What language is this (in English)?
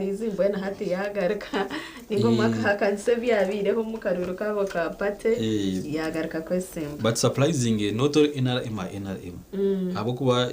Nyankole